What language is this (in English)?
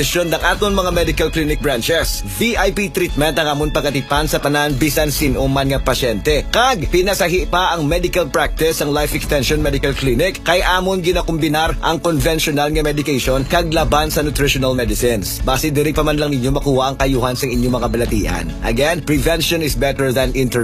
Hiligaynon